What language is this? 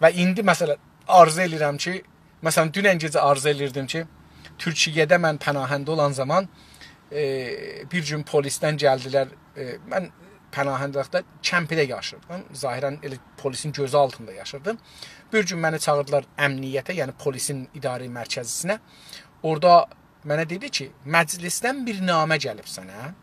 South Azerbaijani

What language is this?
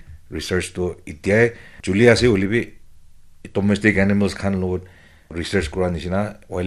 Naga Pidgin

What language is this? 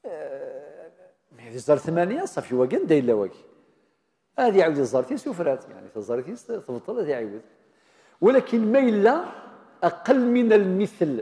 Kabyle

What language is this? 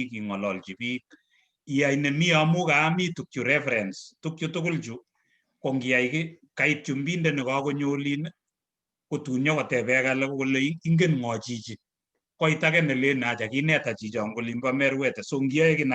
Kalenjin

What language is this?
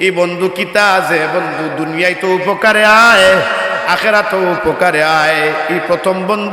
Sylheti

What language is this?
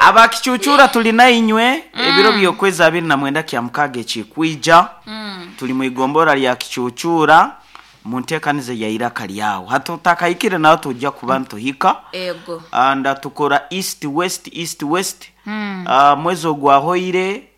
Nyoro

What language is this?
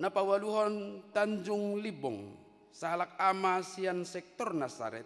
Batak Toba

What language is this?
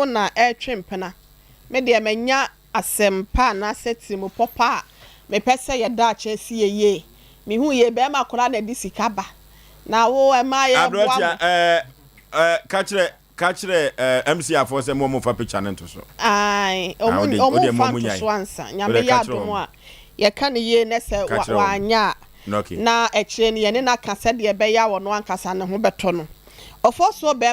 Akan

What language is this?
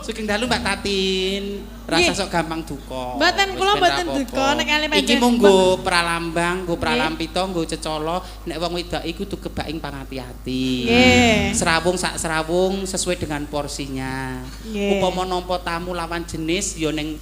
Javanese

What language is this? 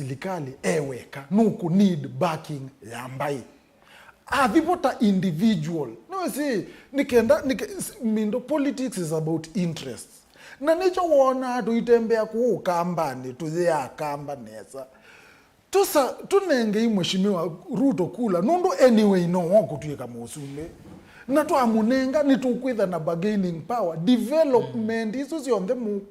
Kamba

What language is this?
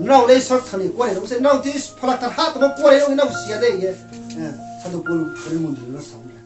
Riang (India)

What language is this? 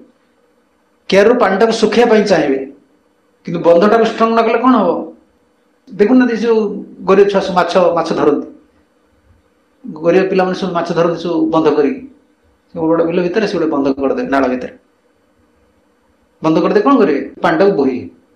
Odia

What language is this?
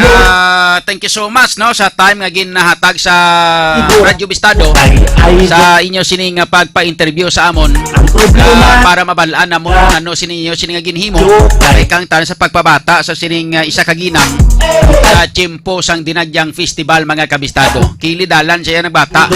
Hiligaynon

